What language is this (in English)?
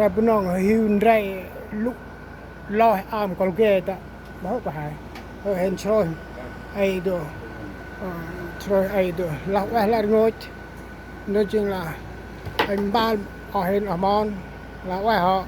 Central Mnong